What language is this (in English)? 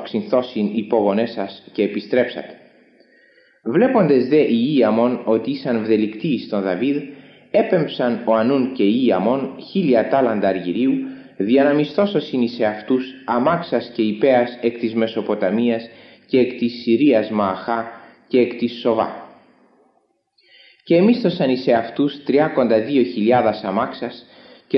Greek